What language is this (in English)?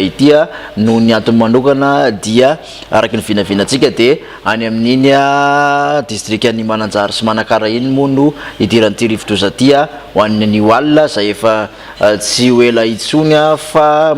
Malagasy